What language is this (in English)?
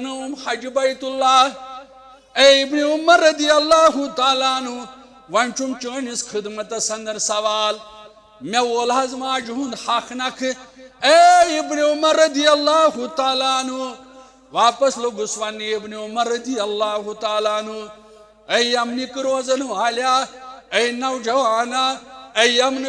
Kashmiri